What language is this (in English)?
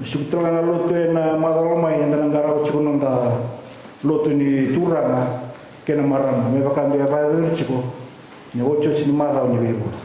Fijian